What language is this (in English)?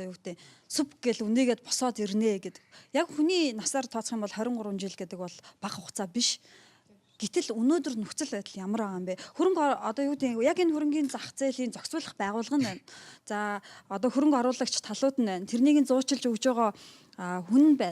Mongolian